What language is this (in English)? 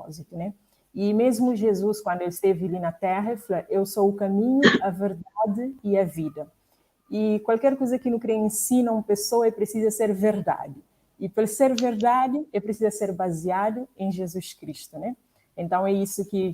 Kabuverdianu